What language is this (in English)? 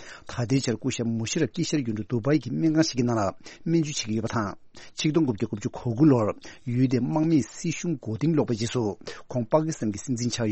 Tibetan